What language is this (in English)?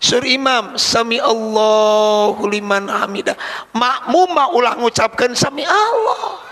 Sundanese